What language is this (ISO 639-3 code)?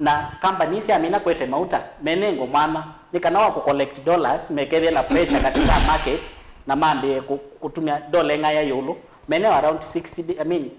kam